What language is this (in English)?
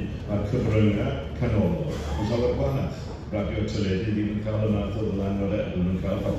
Welsh